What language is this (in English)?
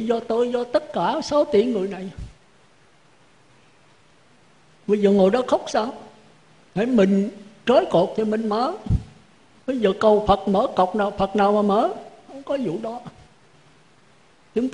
Vietnamese